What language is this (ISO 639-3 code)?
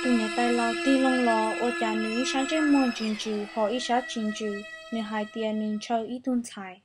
hmn